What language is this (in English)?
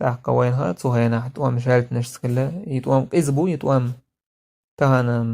Chechen